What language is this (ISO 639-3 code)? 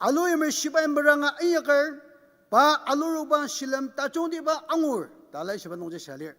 njo